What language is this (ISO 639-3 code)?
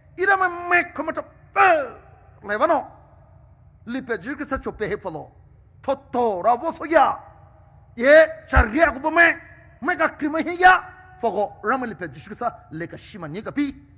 pmx